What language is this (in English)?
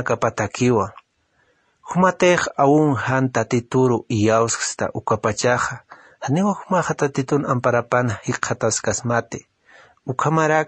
Aymara